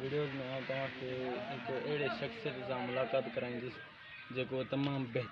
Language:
Sindhi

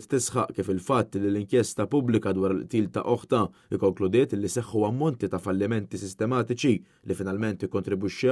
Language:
Maltese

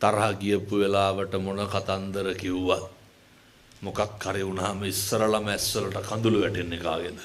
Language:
Sinhala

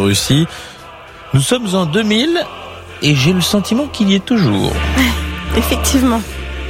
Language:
French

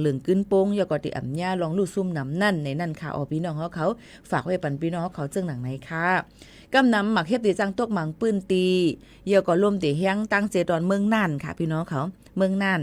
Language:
Shan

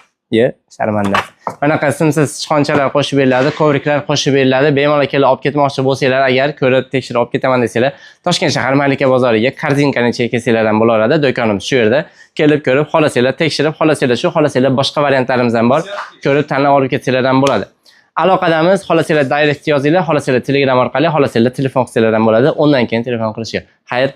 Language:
Uzbek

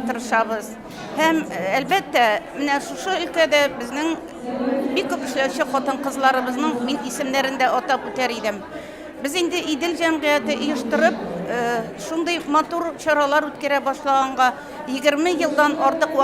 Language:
Tatar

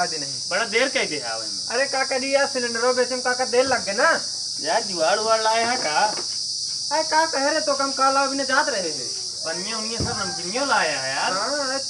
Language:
Awadhi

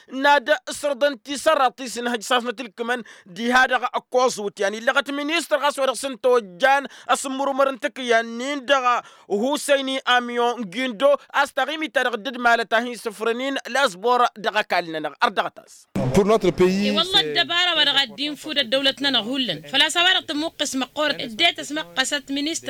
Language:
Tamasheq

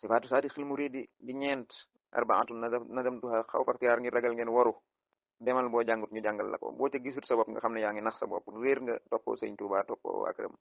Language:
Wolof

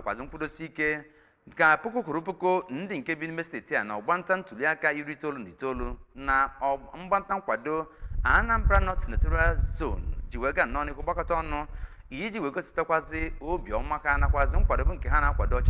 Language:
Igbo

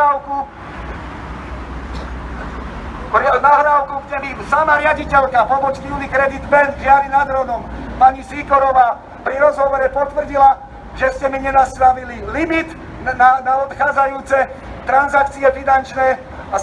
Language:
Slovak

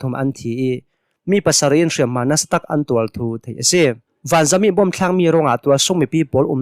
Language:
Hakha Chin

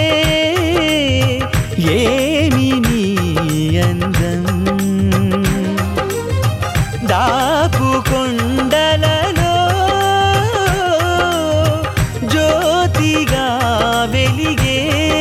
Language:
Telugu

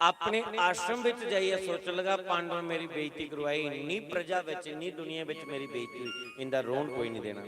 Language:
Dogri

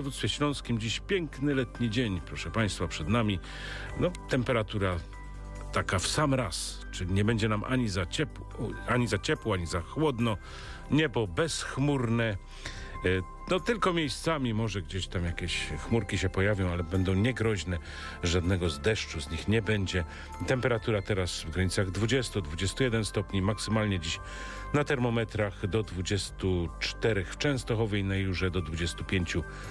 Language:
Polish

